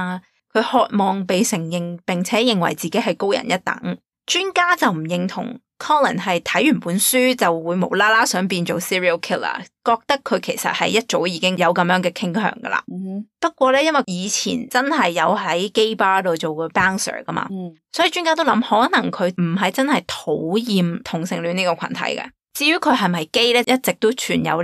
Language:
Cantonese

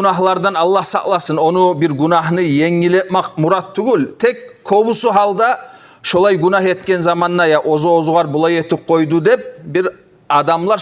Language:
Kumyk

